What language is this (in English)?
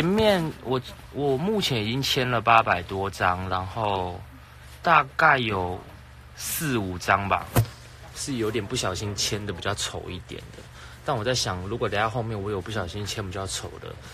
Chinese